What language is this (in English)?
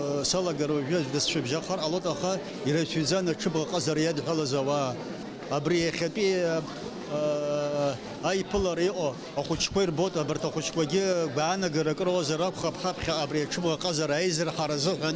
Abkhazian